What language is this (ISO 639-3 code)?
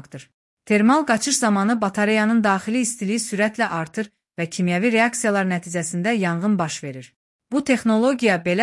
aze